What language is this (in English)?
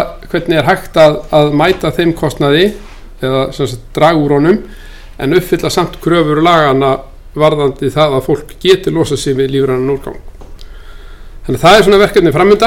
Icelandic